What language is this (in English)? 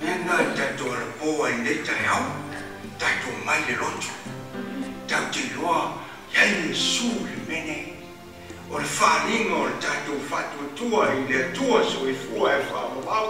Samoan